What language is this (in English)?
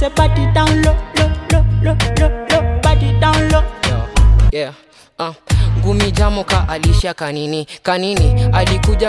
Swahili